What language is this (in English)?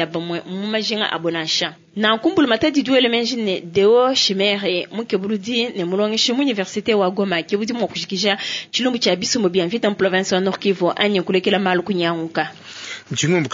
Luba-Lulua